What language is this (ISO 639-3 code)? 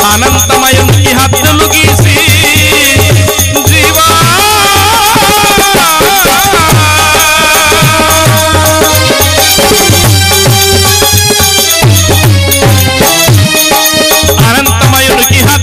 tel